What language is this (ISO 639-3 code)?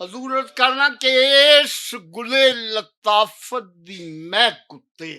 lah